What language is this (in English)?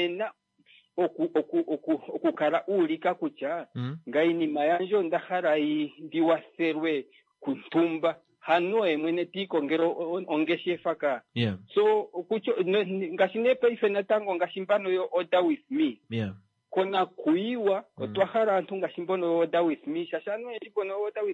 Kuanyama